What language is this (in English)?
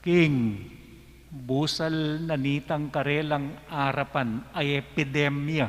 Pampanga